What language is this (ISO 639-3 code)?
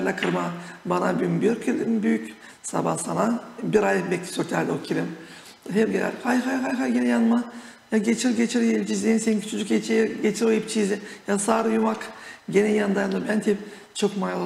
gag